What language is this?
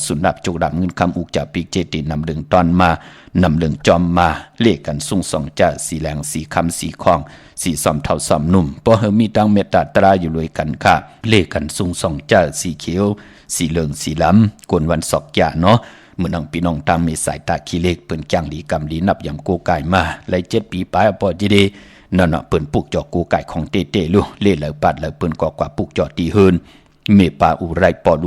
Shan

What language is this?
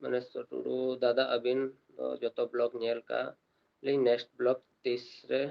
Santali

